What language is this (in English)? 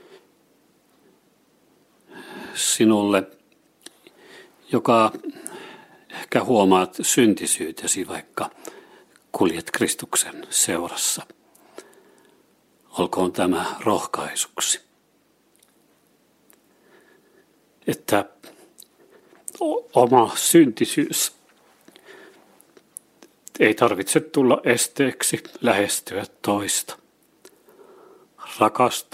Finnish